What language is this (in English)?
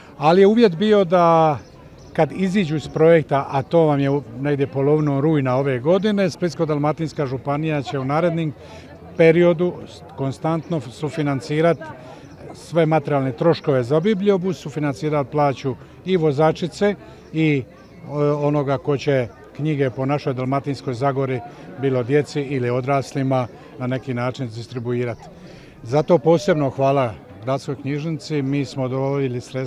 Croatian